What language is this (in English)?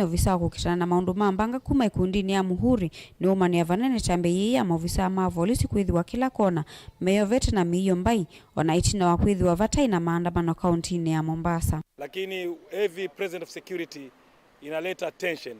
Kamba